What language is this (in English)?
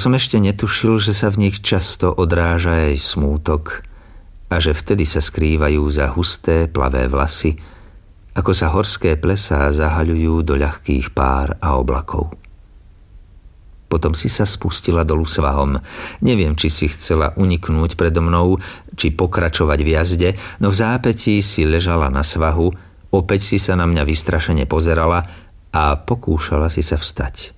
Slovak